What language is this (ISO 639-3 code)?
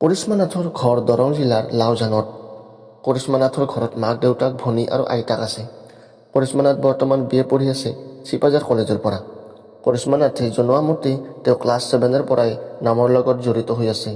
asm